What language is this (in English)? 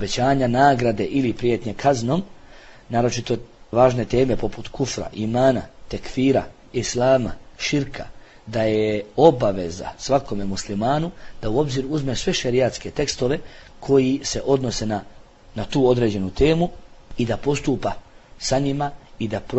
Bosnian